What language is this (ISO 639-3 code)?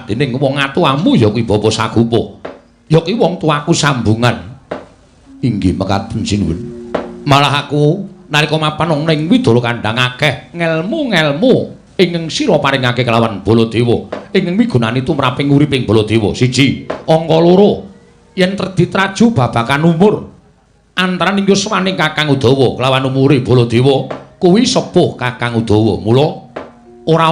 jav